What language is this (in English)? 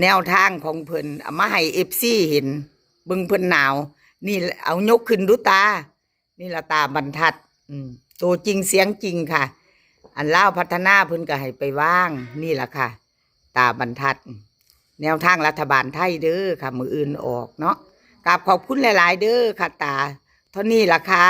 Northeastern Thai